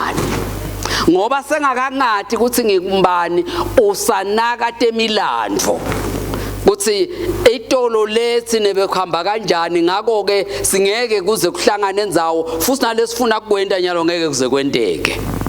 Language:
Swati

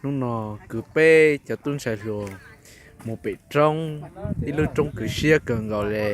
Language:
Hmong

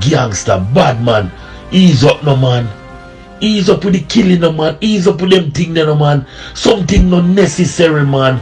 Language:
Jamaican Creole English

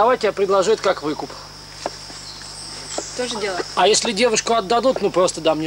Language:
Russian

